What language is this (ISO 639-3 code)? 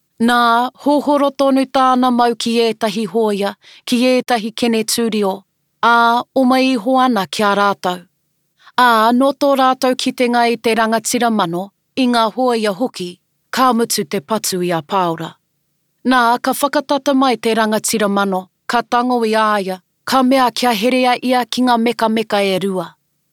mri